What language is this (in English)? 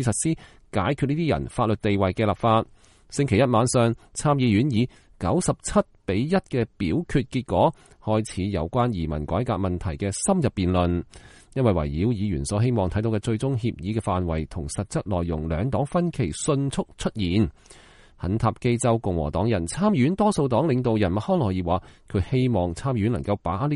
Cantonese